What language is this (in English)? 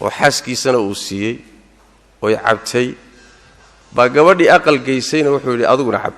Somali